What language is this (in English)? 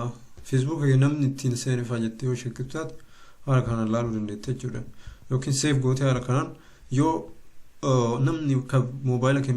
Oromo